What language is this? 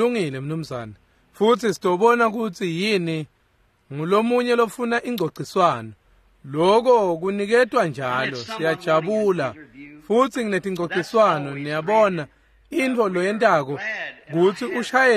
Swati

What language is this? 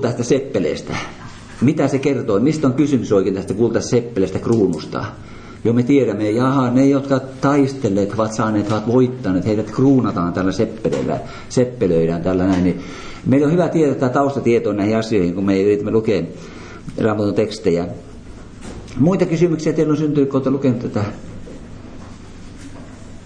Finnish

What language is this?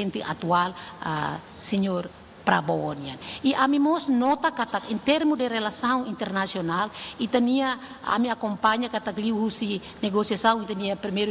Tetum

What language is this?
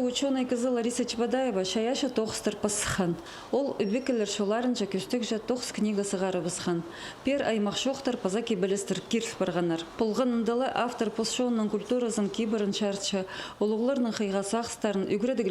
Khakas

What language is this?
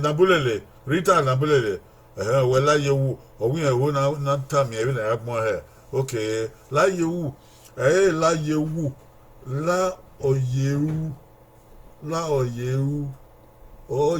Bini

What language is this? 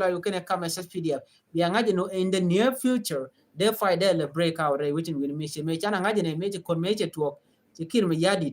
Nuer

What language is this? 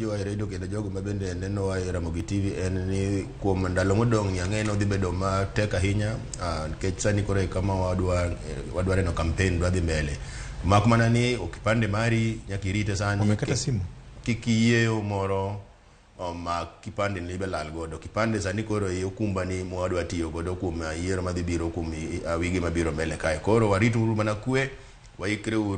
Luo (Kenya and Tanzania)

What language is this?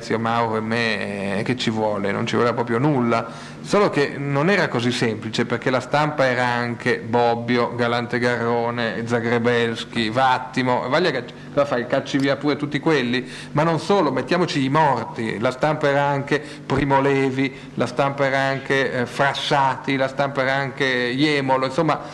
Italian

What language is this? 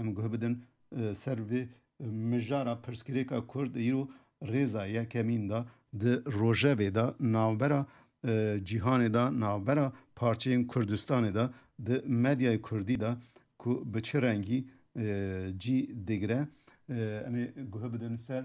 Kurdish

